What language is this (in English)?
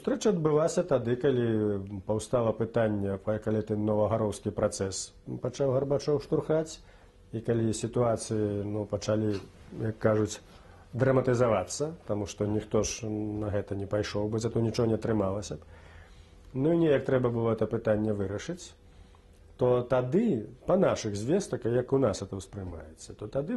Belarusian